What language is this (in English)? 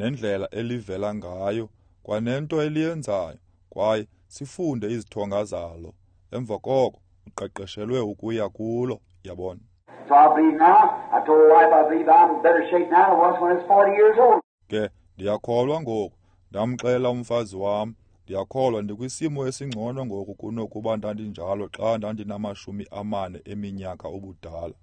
Xhosa